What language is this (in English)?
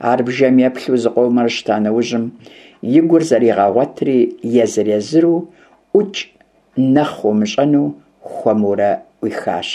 Kabardian